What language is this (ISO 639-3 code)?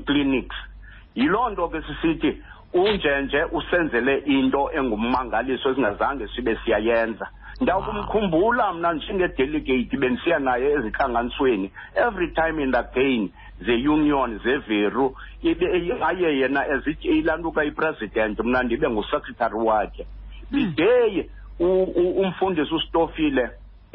xho